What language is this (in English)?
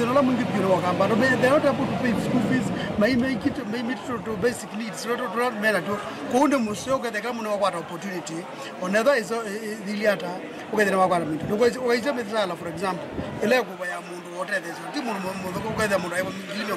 Kamba